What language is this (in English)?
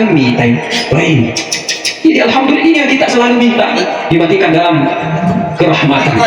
Buginese